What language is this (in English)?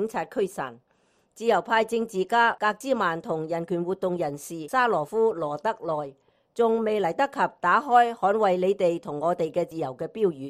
Cantonese